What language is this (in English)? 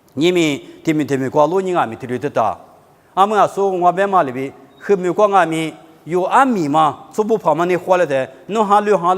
Lisu